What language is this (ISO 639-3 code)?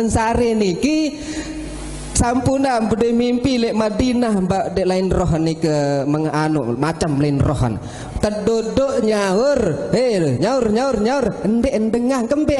sas